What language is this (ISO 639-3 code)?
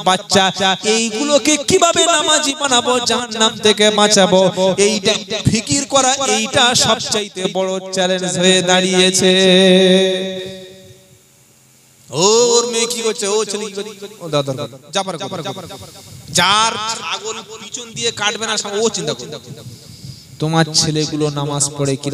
ben